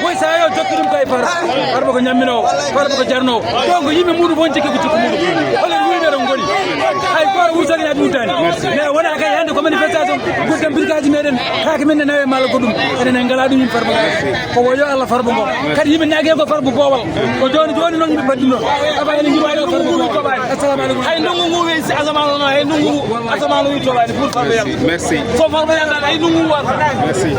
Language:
Fula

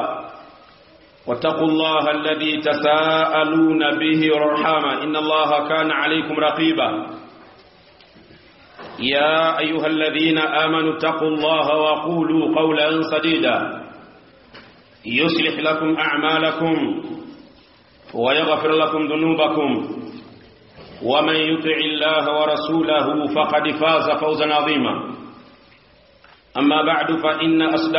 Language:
Swahili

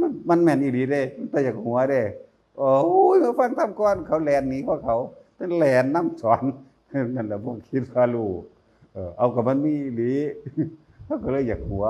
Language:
Northeastern Thai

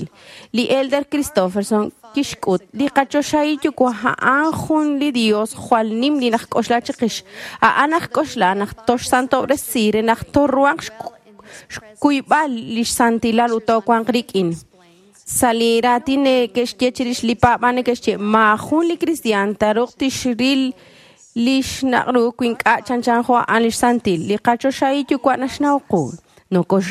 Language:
Kekchí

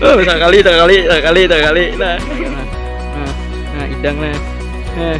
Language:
Banjar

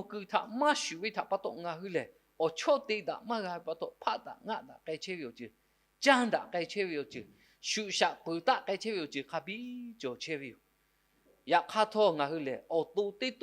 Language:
Lahu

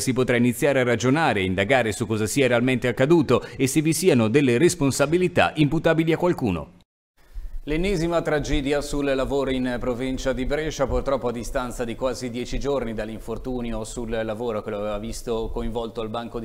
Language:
Italian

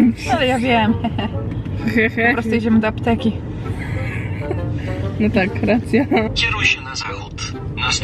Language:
Polish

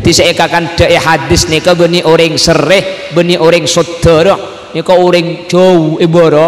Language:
Madurese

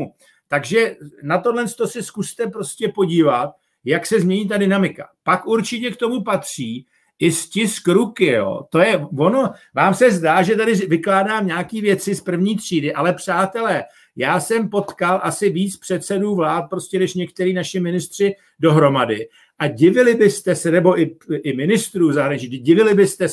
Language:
Czech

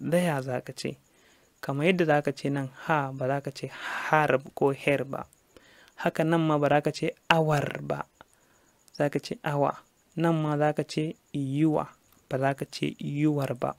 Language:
Hausa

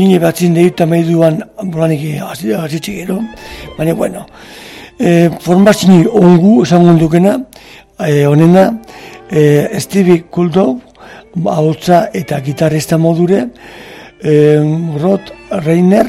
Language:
Basque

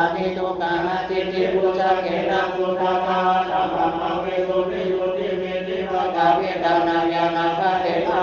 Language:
Pali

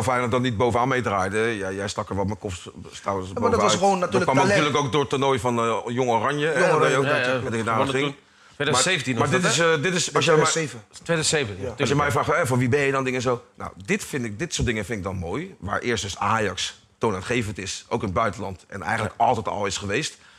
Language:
Dutch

